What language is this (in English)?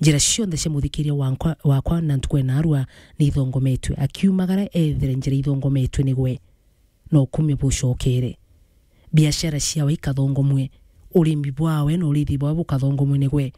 Meru